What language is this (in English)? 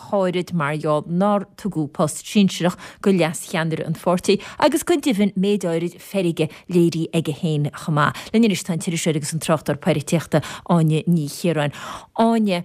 Irish